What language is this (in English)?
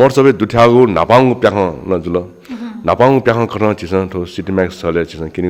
Newari